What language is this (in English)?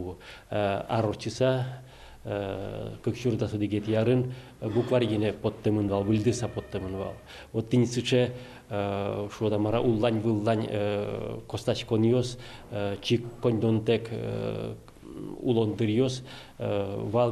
Udmurt